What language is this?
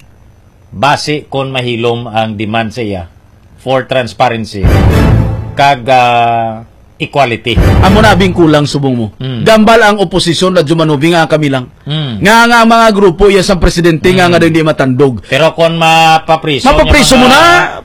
Hiligaynon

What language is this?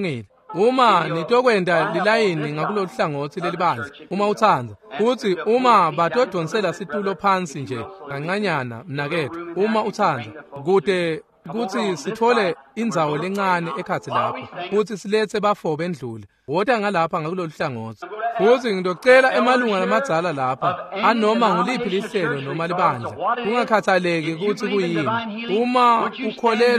Swati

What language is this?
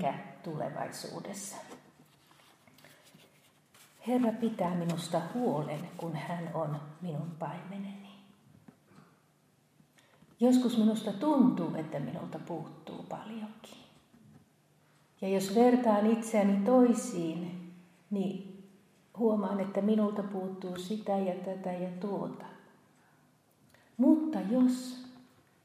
Finnish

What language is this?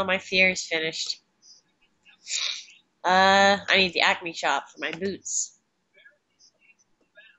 English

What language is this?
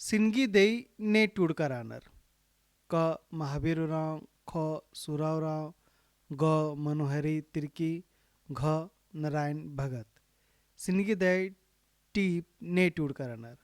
Kurukh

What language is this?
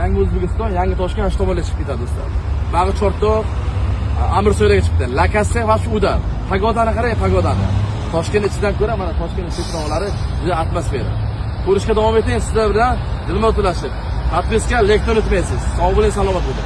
Uzbek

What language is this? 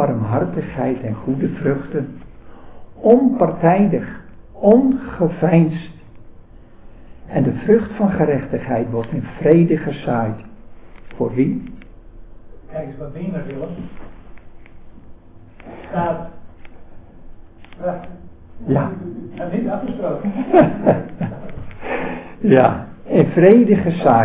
Dutch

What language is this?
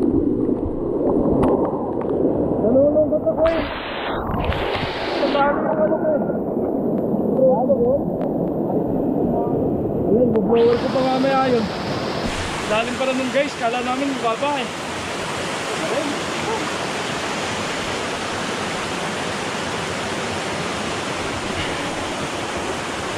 Filipino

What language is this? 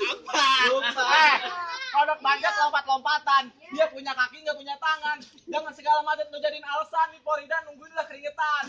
Betawi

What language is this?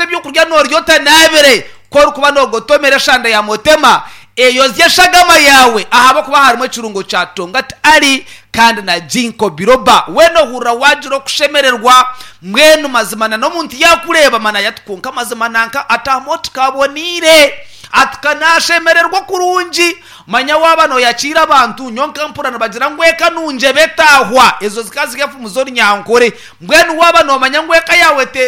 Nyankole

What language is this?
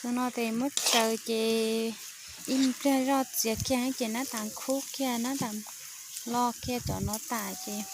Hmong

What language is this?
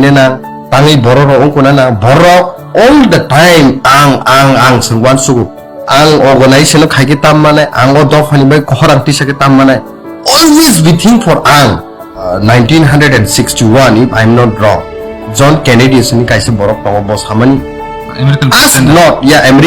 Kok Borok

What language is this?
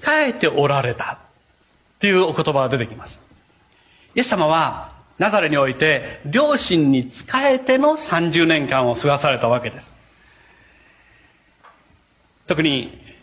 Japanese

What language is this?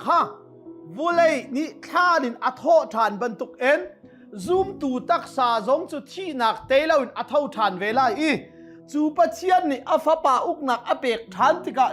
Hakha Chin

